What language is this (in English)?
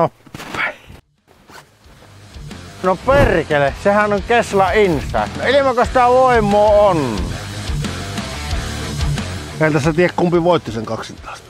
Finnish